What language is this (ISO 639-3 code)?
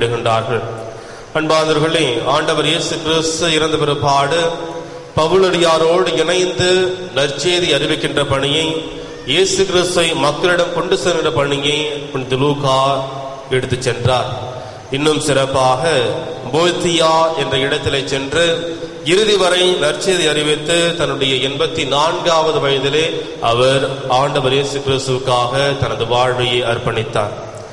tam